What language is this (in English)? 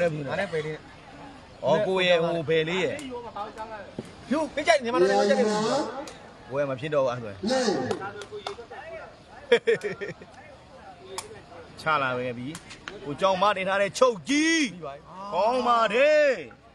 Burmese